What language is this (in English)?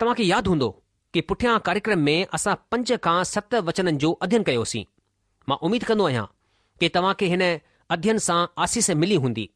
Sindhi